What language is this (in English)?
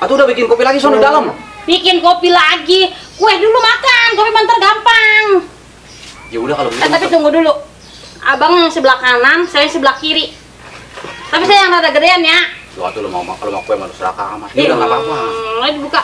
Betawi